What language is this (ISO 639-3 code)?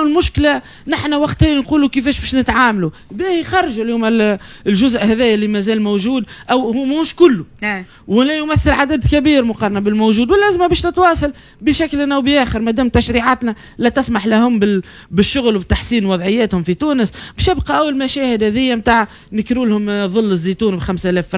aeb